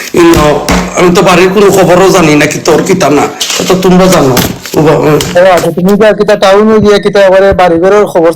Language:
Sylheti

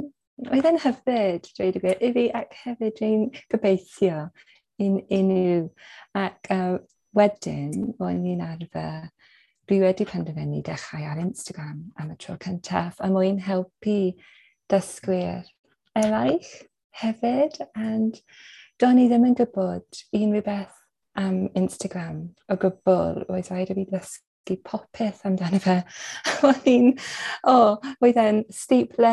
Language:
Welsh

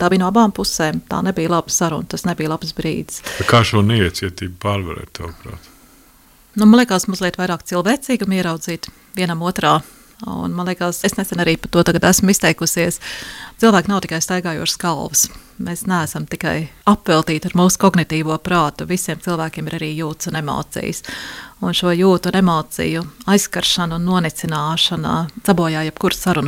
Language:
Latvian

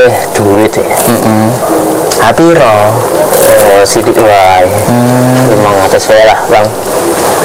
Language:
Indonesian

